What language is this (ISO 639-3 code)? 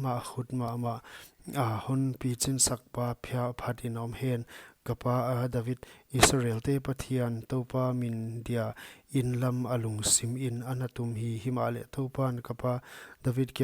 pck